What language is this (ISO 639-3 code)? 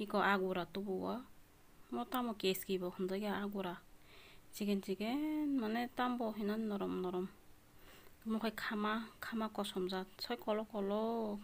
trp